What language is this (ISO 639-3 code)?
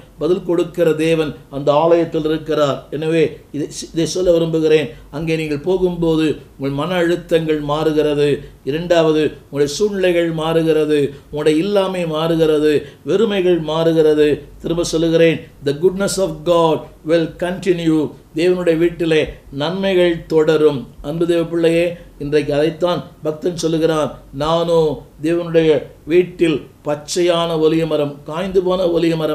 tam